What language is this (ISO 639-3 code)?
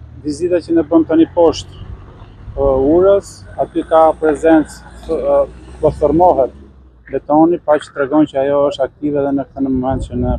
sqi